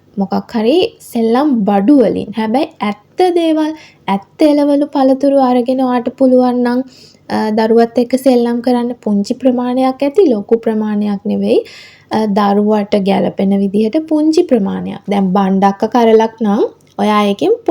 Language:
Sinhala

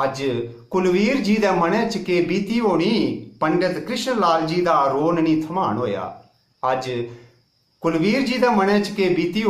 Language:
Dogri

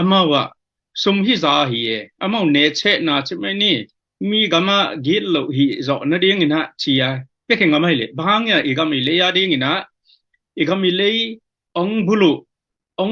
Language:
Tedim Chin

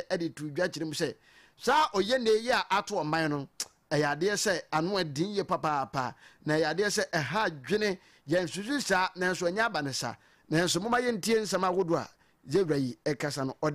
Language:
Akan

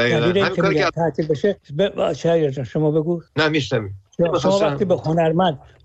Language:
Persian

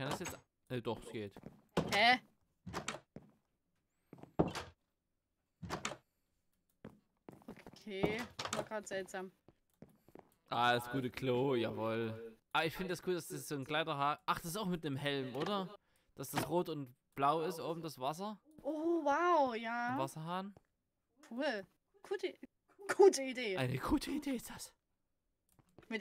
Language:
German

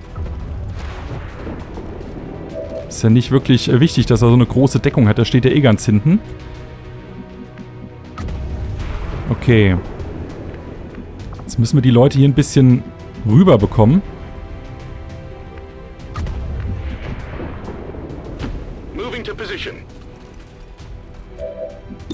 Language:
German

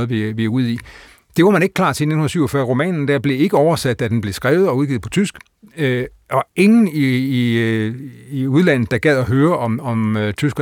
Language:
Danish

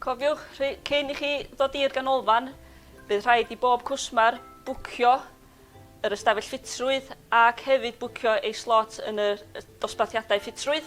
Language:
Welsh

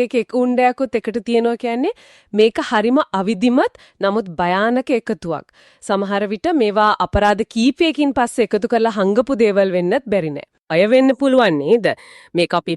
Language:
Sinhala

